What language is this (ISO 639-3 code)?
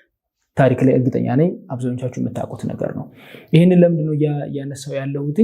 amh